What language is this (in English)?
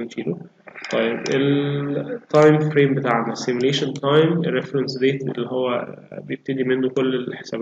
Egyptian Arabic